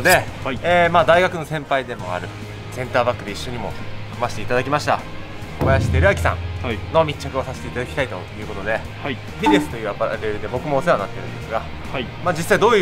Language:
Japanese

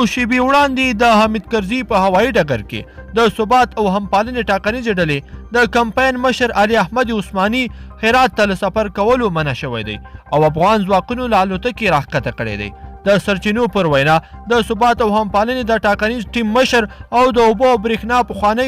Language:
Pashto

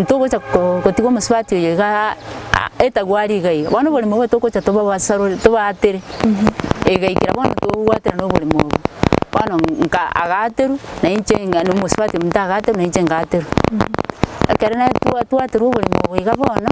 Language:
Gusii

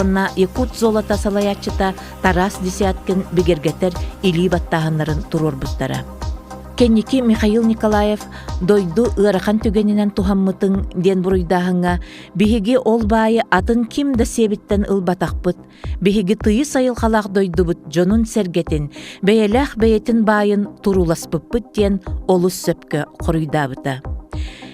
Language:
Yakut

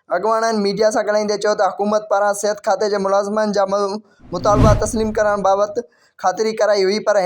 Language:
Sindhi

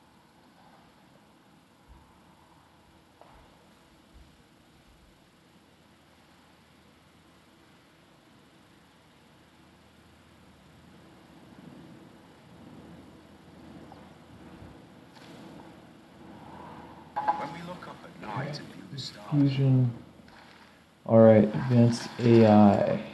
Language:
English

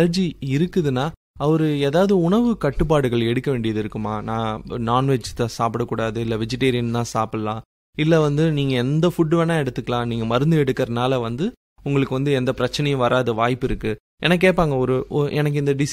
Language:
Tamil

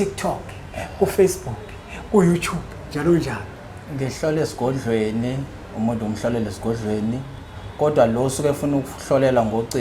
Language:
Zulu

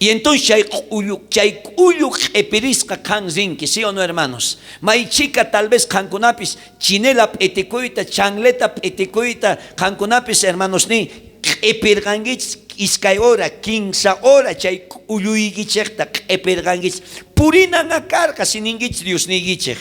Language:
South Bolivian Quechua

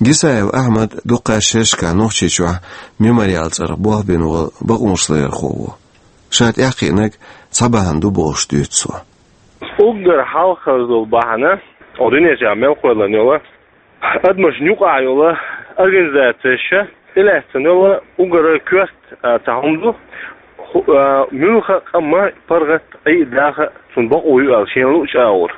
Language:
Chechen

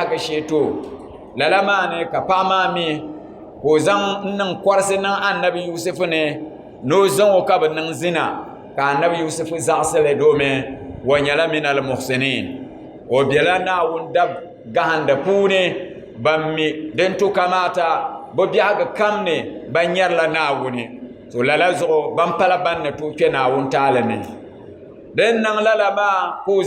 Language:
Dagbani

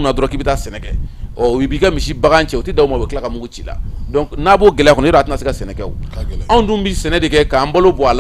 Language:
Bambara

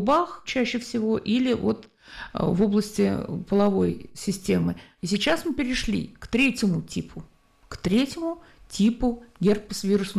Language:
Russian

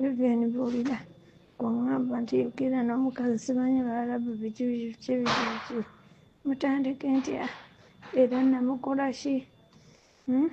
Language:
Ganda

